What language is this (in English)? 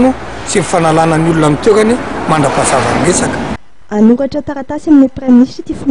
Malagasy